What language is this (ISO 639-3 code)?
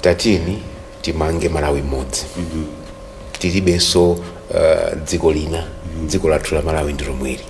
nya